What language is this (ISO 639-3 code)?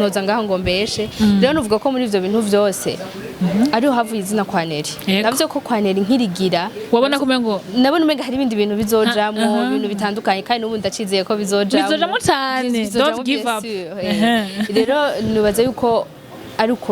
run